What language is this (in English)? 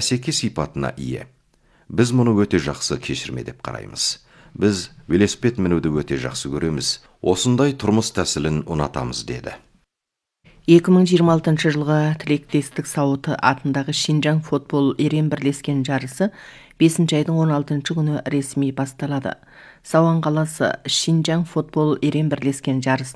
Kazakh